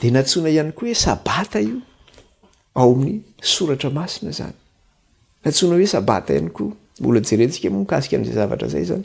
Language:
Malagasy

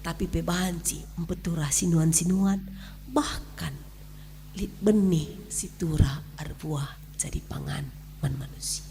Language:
Batak Karo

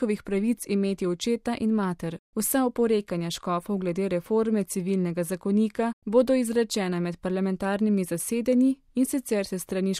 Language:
Slovenian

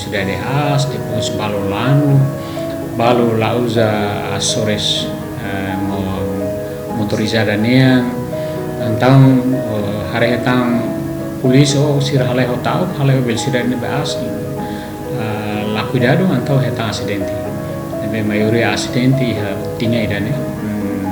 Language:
Tetum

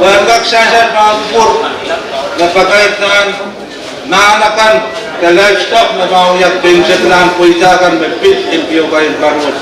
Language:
Pohnpeian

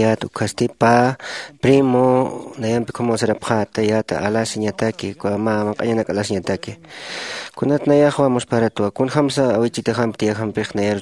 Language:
Aymara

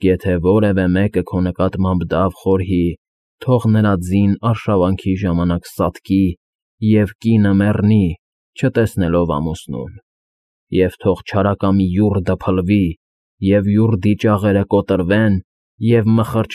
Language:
Armenian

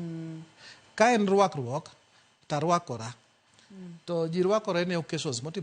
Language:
Luo (Kenya and Tanzania)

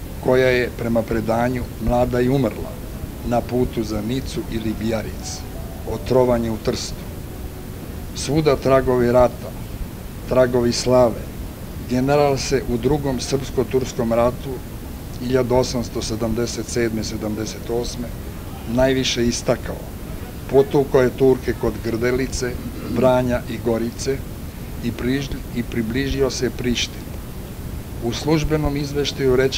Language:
Serbian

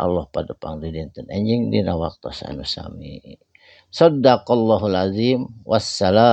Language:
Sundanese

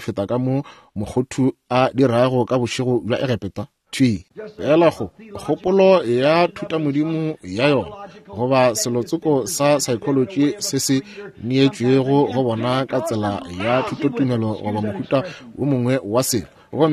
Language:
Northern Sotho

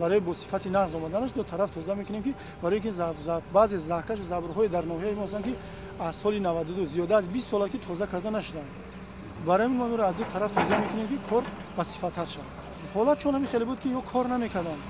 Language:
Tajik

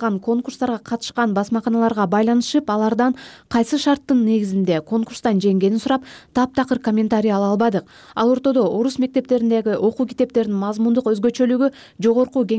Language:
Kyrgyz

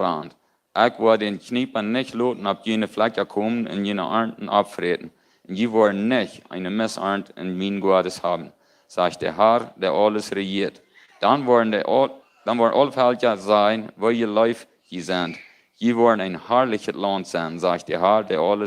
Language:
Plautdietsch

